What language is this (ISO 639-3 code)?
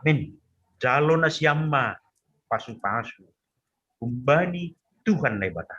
bts